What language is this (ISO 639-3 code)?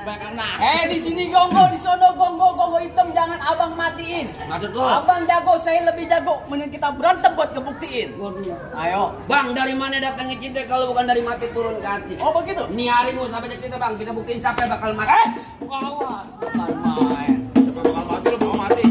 bew